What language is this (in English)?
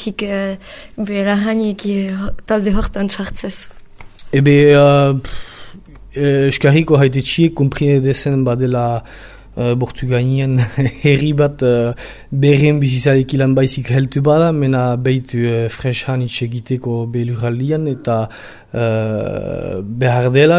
Basque